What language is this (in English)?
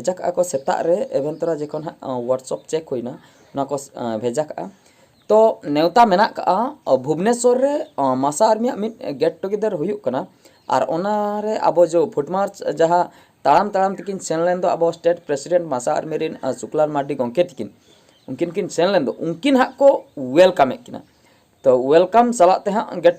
Santali